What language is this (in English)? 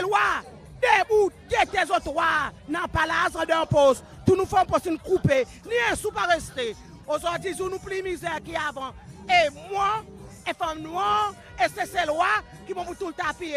Seselwa Creole French